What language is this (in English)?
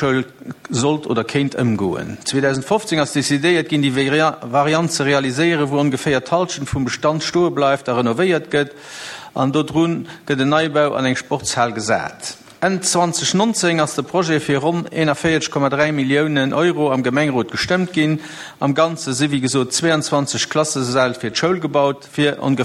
Luxembourgish